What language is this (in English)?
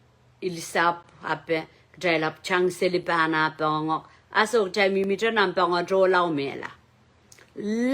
Pohnpeian